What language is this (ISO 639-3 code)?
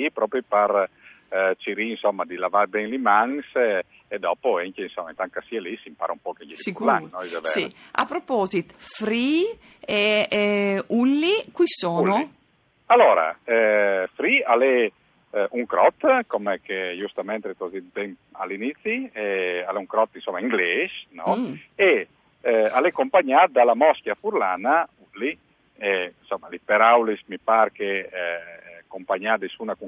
fur